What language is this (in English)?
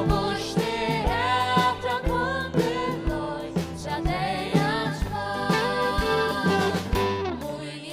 Faroese